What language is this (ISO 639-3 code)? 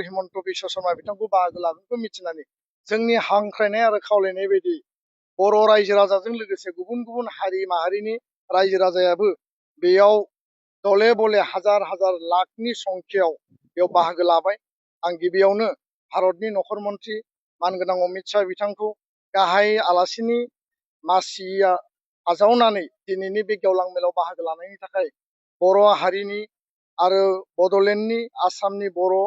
brx